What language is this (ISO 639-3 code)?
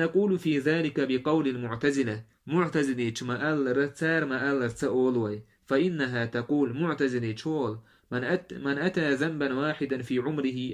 che